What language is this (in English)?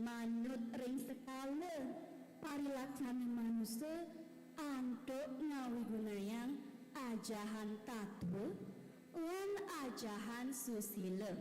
Balinese